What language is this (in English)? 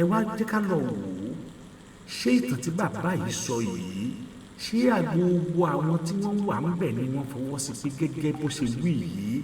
Yoruba